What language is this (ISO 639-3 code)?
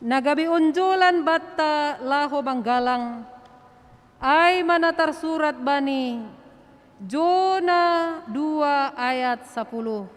bts